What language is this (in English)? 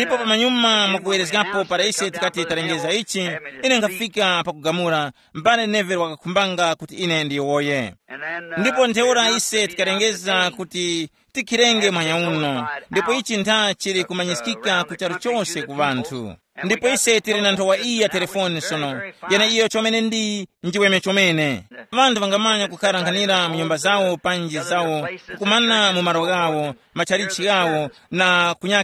Tumbuka